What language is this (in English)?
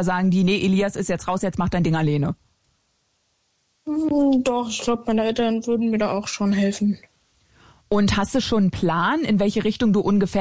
German